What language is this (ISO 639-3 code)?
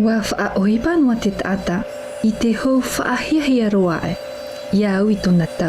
tah